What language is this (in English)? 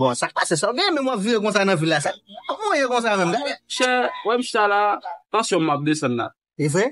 Haitian Creole